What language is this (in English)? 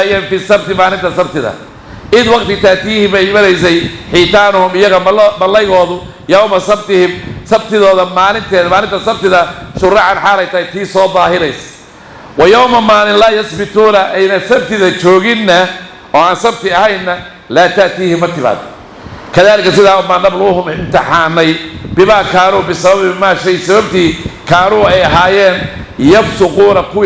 Somali